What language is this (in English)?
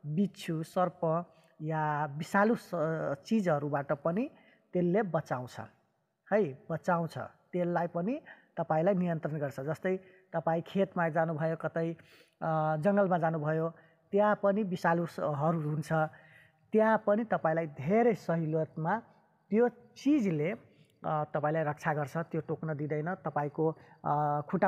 Nepali